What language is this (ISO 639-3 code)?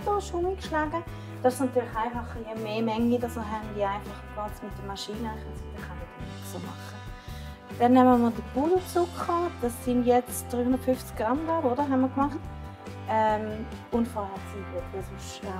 gsw